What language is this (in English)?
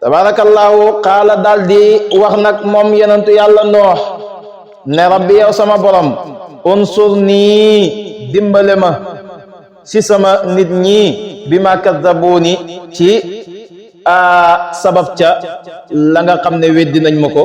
Wolof